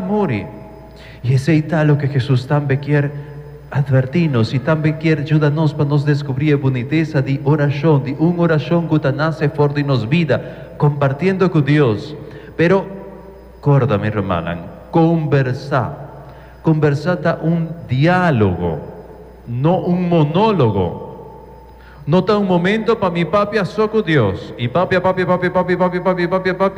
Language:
Papiamento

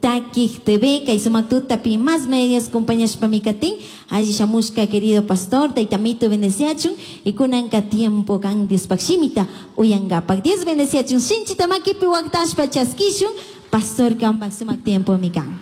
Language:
Chimborazo Highland Quichua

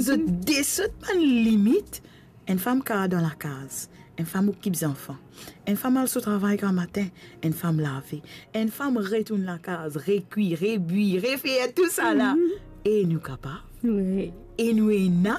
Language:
Morisyen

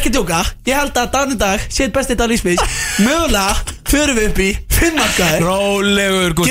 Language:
Icelandic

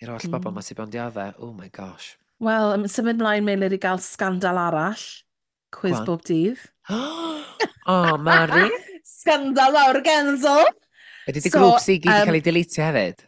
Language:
Welsh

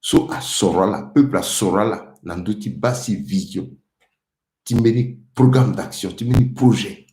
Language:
Sango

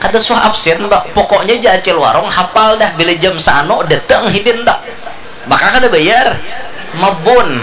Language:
Banjar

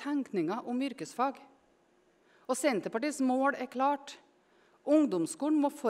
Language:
Norwegian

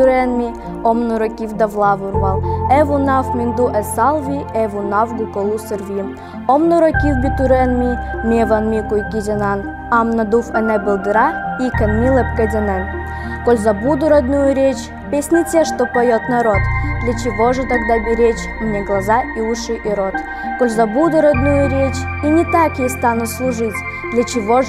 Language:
Evenki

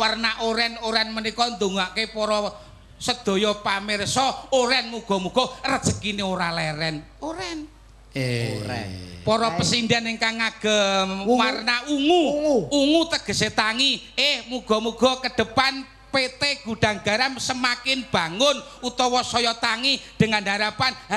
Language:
Javanese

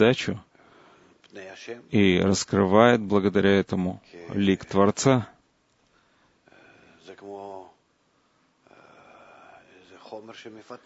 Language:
Russian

